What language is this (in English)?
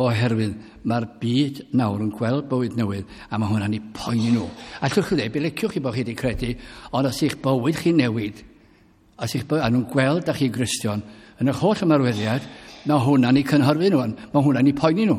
Welsh